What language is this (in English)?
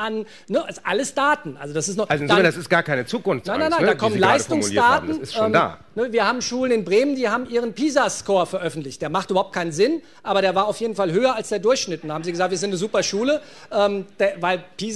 German